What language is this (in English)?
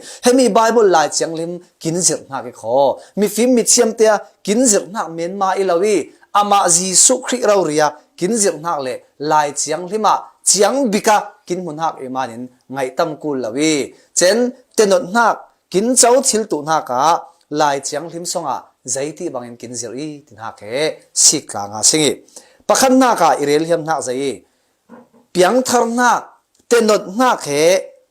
Falam Chin